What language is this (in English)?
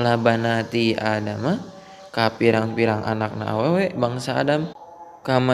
Sundanese